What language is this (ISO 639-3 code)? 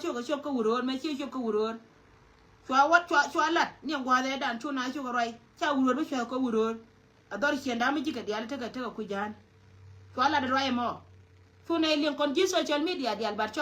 nus